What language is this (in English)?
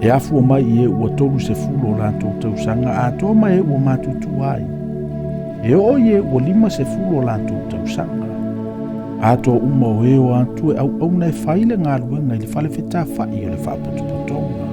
Samoan